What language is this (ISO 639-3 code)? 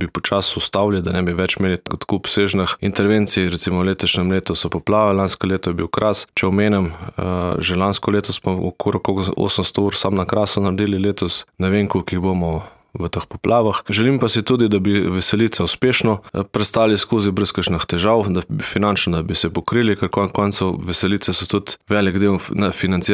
slv